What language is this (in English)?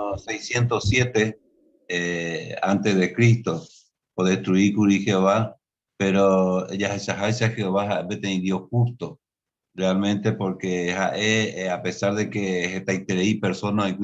Guarani